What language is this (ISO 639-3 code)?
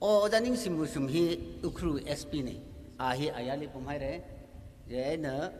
nmf